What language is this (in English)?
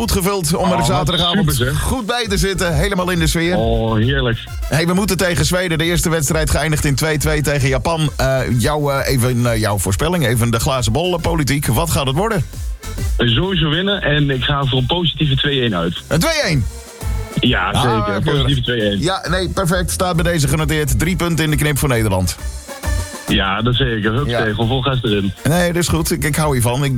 Dutch